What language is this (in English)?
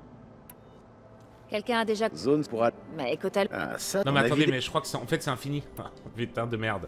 French